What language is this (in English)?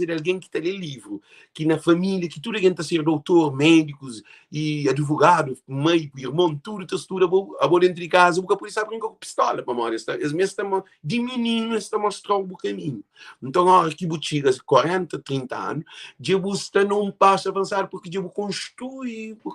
Kabuverdianu